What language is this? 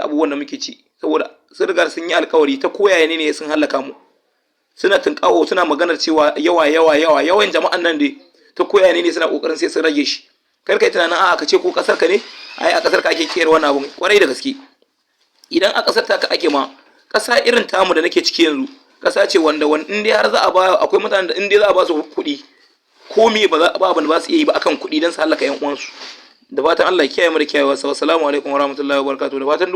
Hausa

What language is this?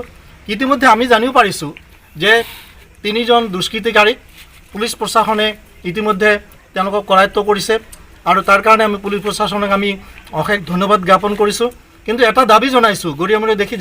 Assamese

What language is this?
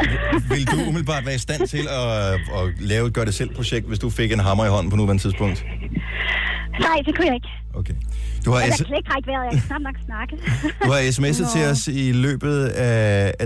Danish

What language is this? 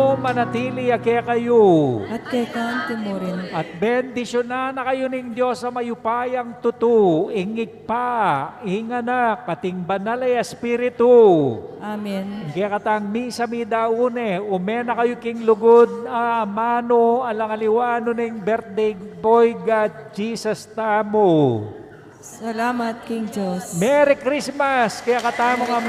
Pampanga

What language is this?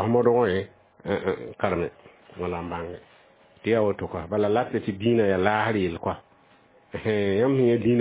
Mossi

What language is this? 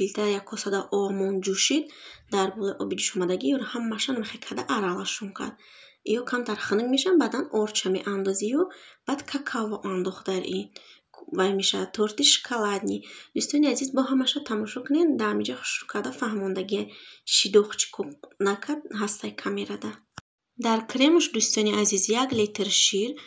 Tajik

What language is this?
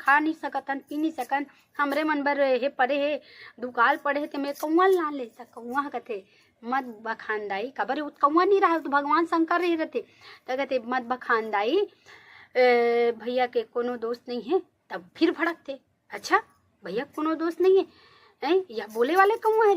Chhattisgarhi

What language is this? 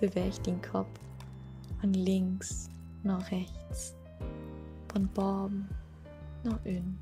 Low German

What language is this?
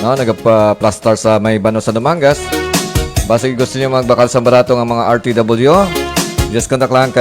Hiligaynon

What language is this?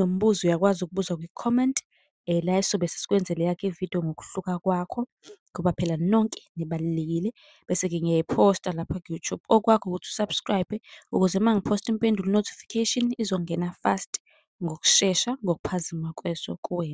Zulu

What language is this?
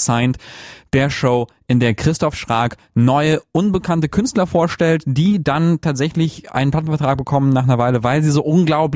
German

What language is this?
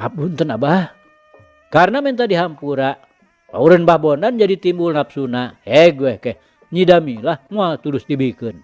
Sundanese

